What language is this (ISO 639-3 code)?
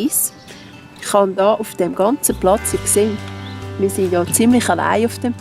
gsw